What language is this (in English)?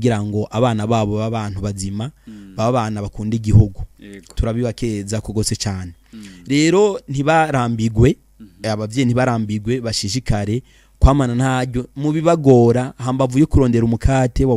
Rundi